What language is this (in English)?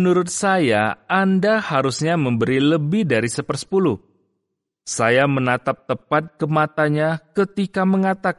Indonesian